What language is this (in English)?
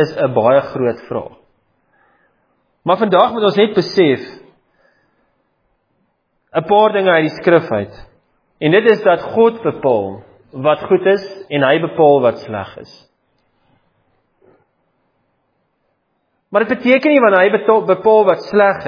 Afrikaans